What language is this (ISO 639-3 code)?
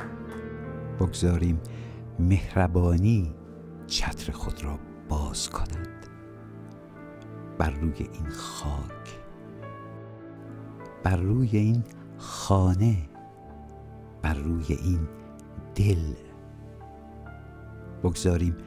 fas